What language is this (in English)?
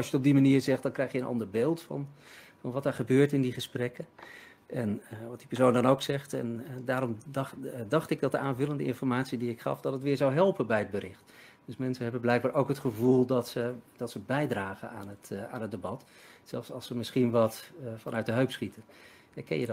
Dutch